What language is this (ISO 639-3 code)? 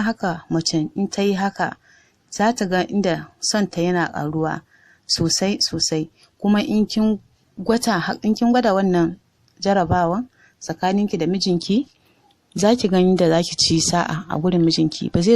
hau